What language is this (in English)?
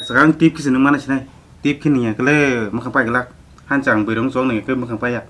Kok Borok